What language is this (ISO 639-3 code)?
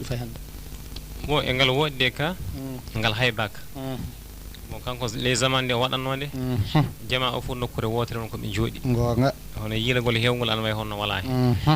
ful